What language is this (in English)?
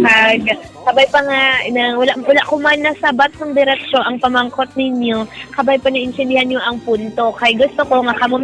Hiligaynon